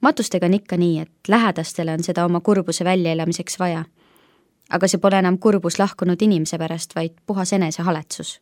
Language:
Estonian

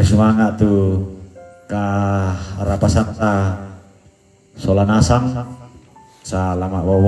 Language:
Toraja-Sa'dan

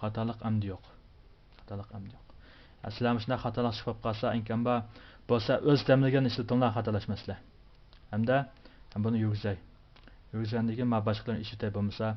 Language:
Uyghur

